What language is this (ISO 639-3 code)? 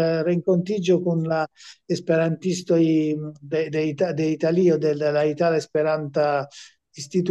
epo